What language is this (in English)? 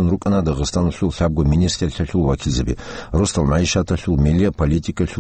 Avaric